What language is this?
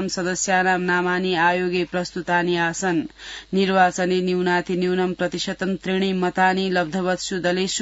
Sanskrit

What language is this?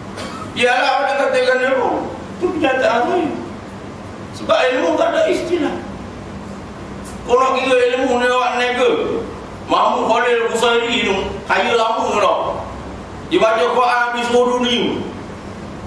Malay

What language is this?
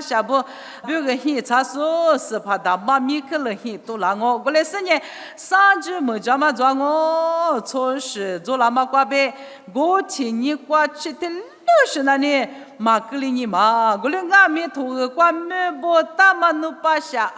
Lisu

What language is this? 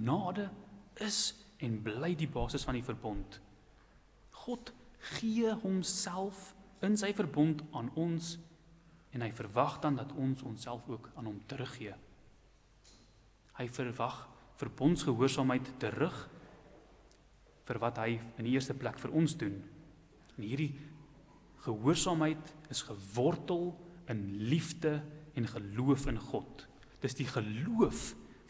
Afrikaans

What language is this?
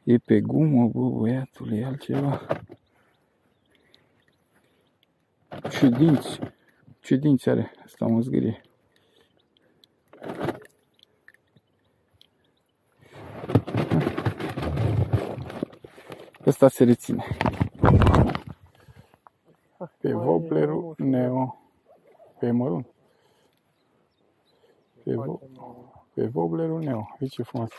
Romanian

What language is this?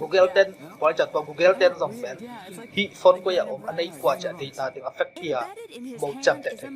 Tedim Chin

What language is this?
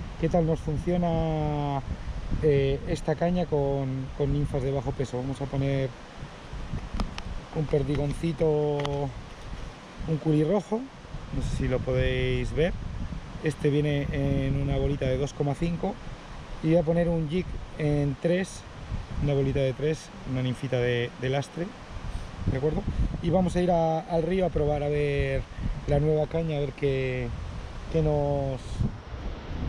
Spanish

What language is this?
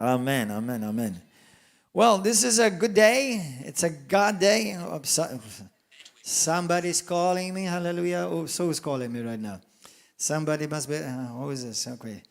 English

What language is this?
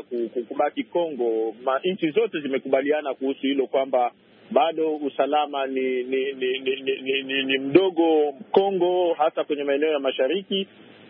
Swahili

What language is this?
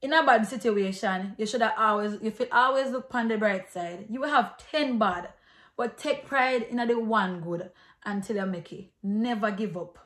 Jamaican Creole English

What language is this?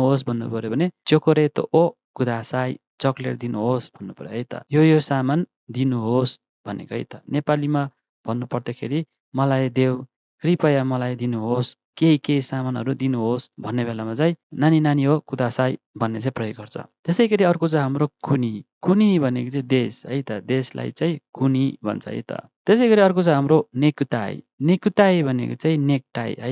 Nepali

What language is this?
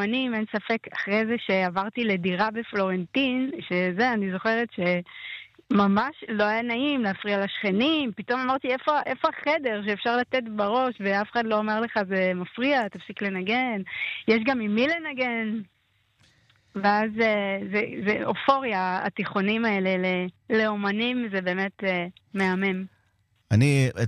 Hebrew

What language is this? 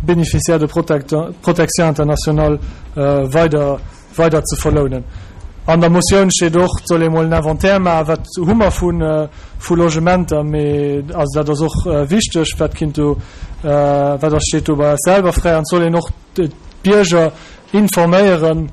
Luxembourgish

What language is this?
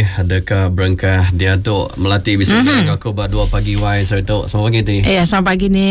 Iban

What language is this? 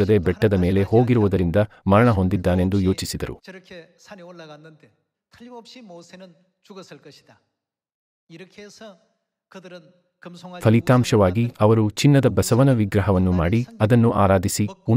Kannada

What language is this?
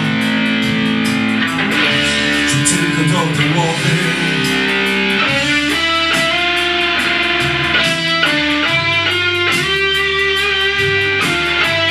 Polish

